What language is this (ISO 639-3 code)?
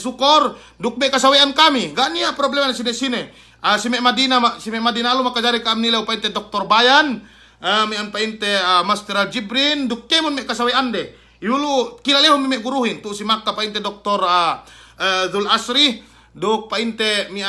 yka